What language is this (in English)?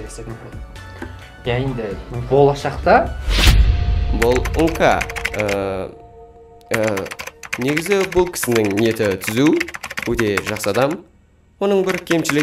Kazakh